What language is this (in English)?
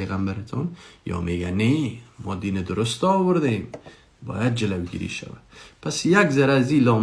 Persian